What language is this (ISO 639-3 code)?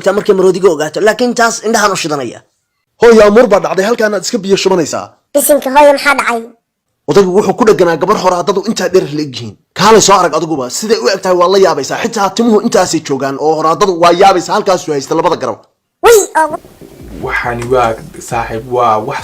som